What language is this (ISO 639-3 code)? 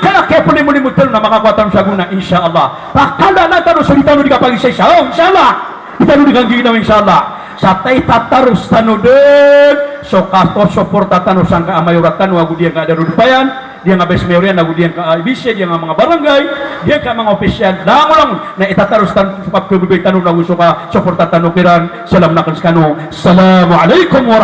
mrw